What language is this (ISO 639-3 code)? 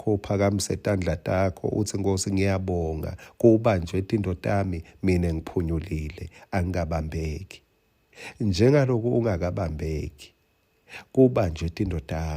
ssw